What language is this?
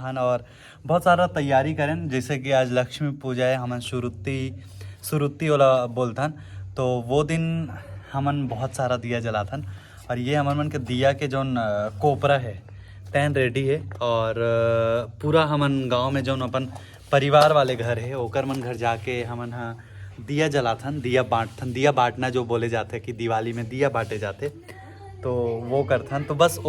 Chhattisgarhi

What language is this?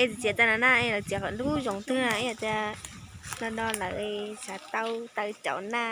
Hmong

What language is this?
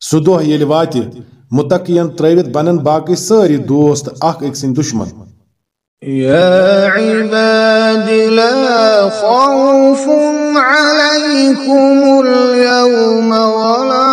Kashmiri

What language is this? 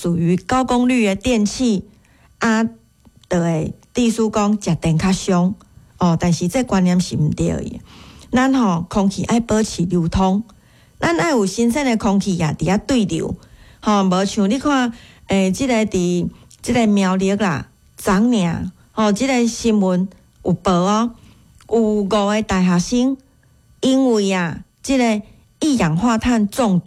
Min Nan Chinese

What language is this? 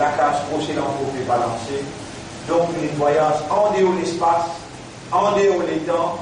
Morisyen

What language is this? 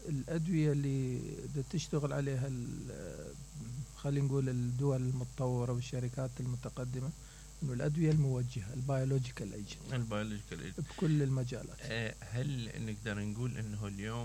Mesopotamian Arabic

